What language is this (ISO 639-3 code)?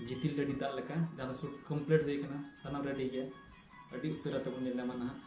sat